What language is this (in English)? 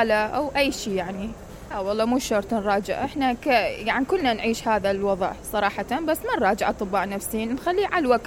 Mesopotamian Arabic